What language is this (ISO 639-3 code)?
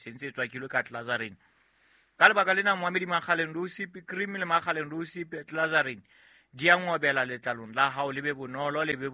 sot